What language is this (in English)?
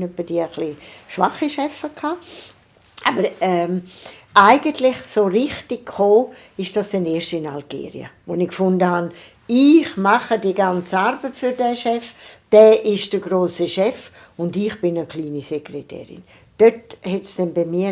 Swiss German